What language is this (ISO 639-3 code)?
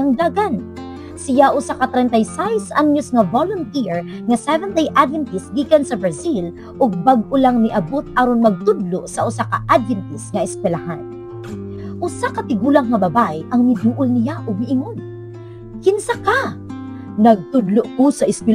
ceb